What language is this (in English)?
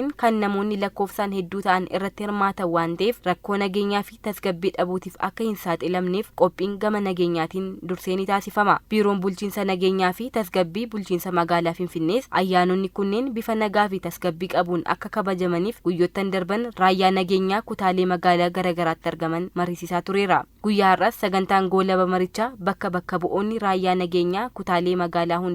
Oromo